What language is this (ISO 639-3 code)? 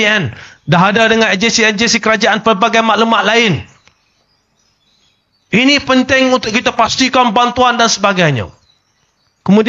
msa